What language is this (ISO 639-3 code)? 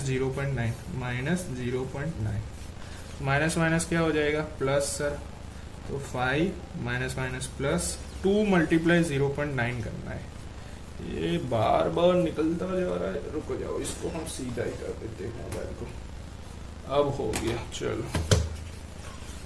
hin